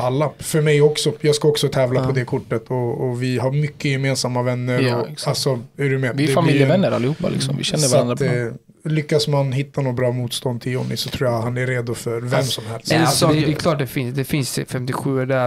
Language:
Swedish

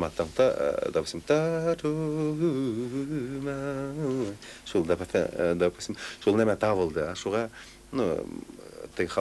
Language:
Bashkir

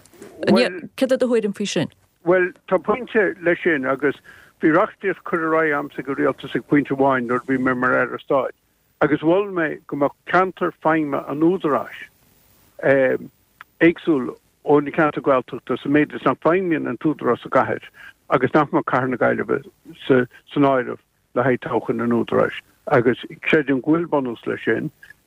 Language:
Irish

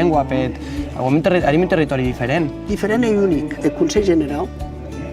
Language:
Occitan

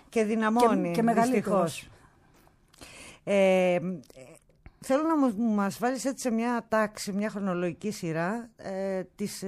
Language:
Greek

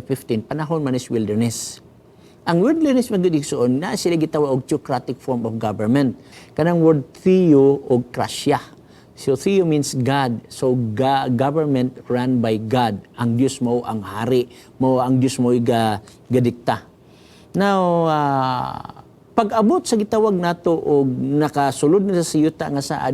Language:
Cebuano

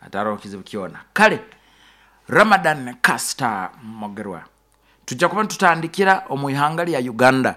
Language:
Nyoro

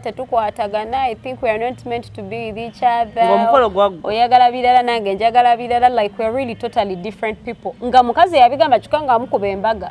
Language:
Ganda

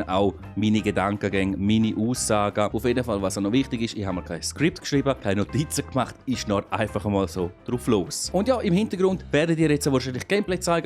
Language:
Swiss German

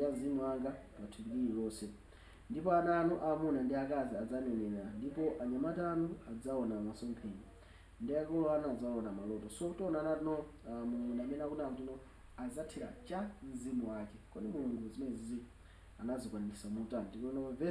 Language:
Nyanja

